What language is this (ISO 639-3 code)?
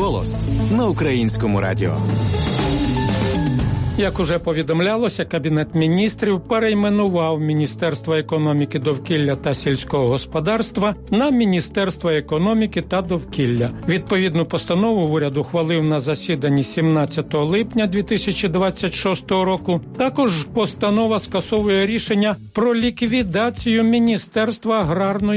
ukr